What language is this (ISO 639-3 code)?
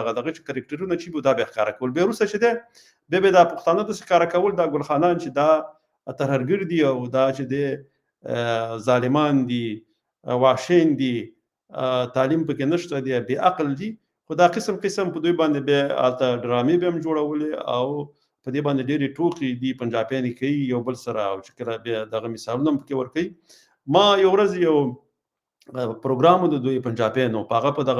pus